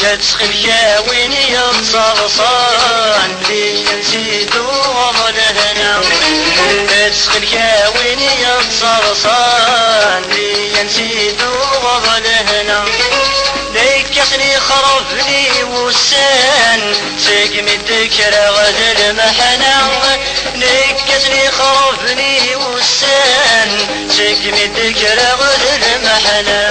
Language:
Kabyle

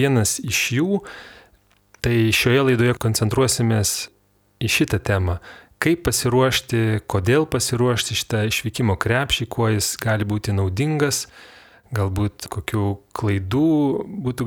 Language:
Lithuanian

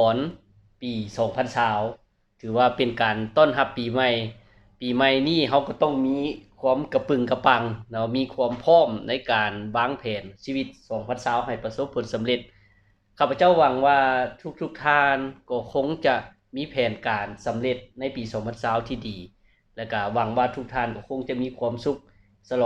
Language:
Lao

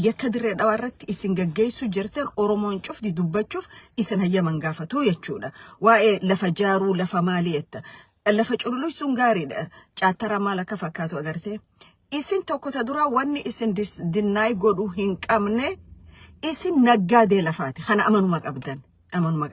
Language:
Oromo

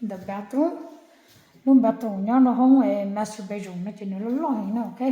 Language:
Hmong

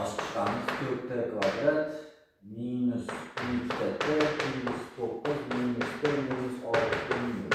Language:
Uzbek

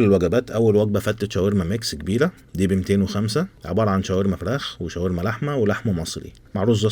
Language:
Egyptian Arabic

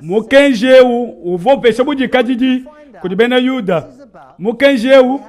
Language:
Luba-Lulua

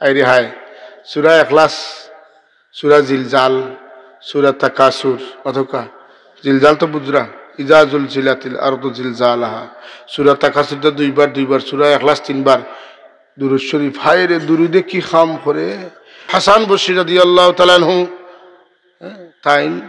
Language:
Sylheti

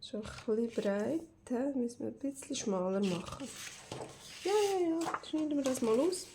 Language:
Swiss German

